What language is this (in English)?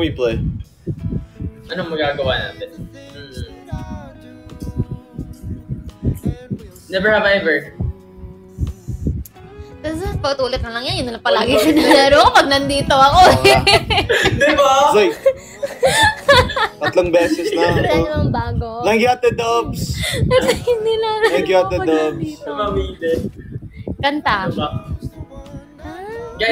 Filipino